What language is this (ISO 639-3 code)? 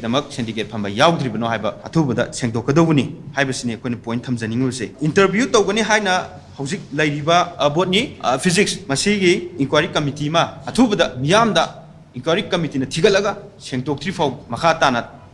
mni